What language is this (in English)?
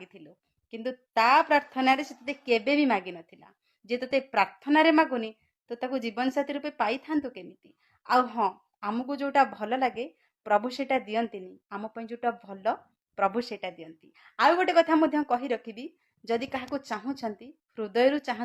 Odia